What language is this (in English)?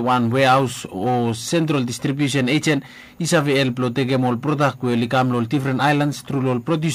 Bislama